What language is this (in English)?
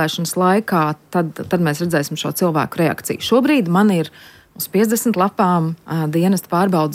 Latvian